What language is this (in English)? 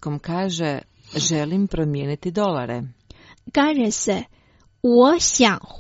Croatian